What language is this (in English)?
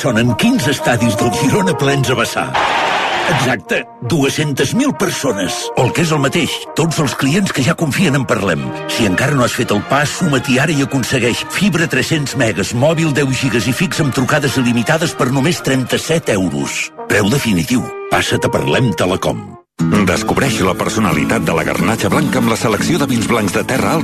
Catalan